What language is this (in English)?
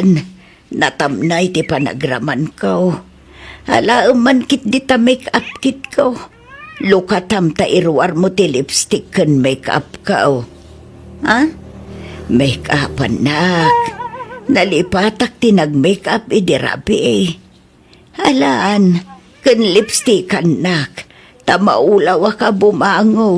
Iloko